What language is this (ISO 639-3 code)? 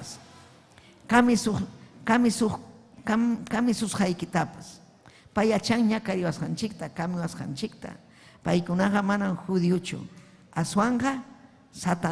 quy